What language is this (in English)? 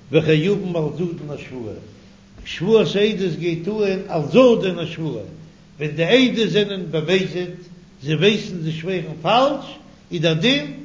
Yiddish